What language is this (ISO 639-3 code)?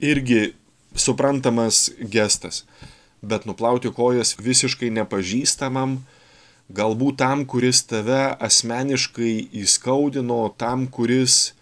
lit